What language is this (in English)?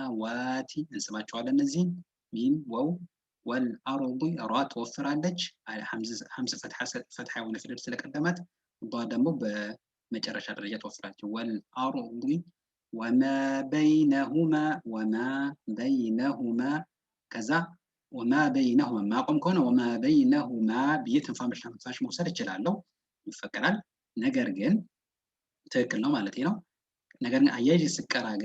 Amharic